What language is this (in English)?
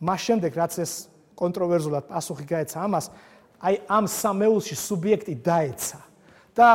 Georgian